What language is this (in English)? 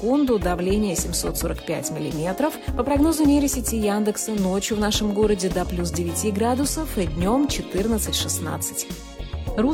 Russian